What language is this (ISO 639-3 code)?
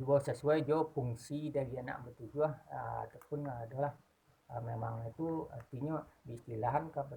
min